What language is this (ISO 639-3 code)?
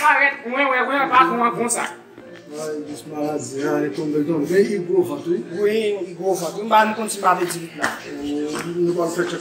hat